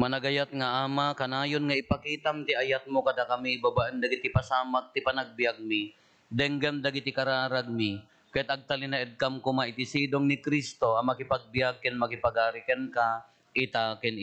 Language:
Iloko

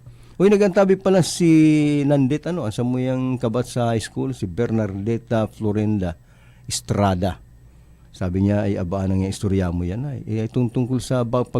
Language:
Bikol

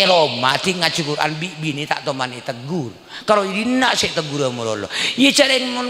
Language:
Madurese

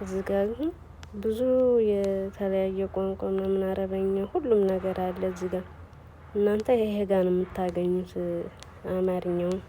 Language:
Amharic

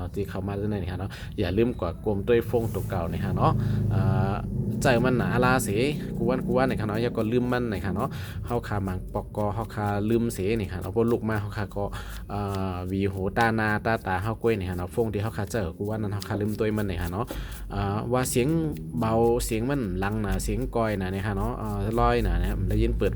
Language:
Shan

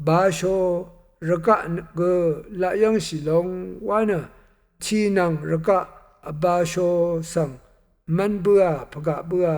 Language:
Rawang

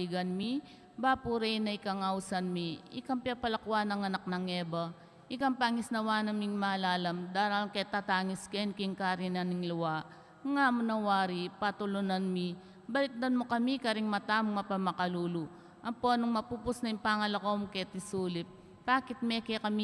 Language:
Pampanga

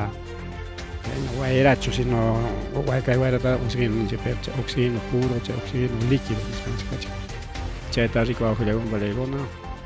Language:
Ayacucho Quechua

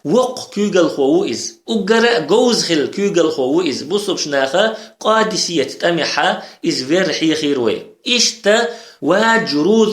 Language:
Chechen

